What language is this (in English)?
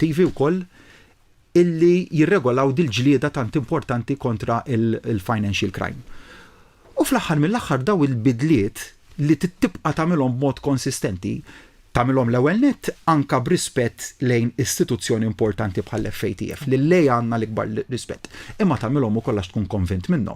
Maltese